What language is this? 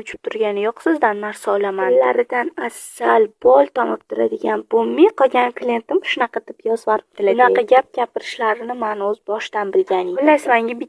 Uzbek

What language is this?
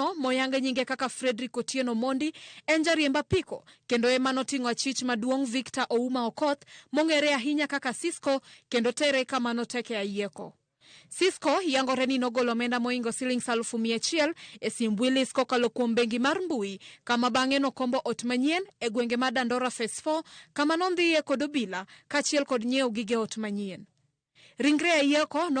Luo (Kenya and Tanzania)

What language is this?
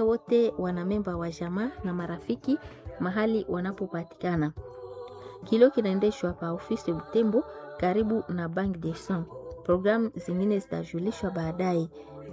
Swahili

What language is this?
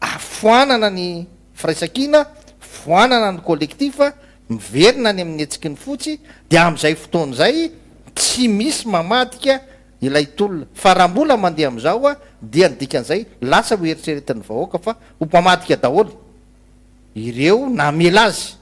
Malagasy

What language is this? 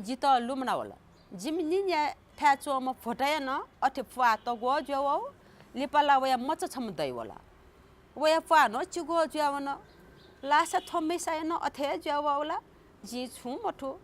Newari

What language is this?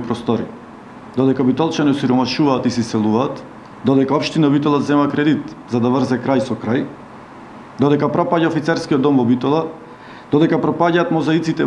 Macedonian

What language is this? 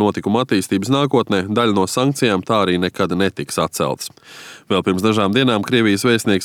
Latvian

